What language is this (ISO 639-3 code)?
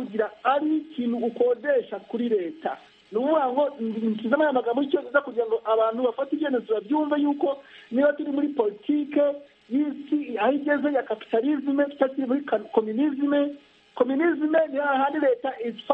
kin